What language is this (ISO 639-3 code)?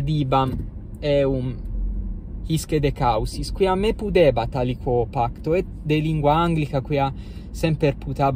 lat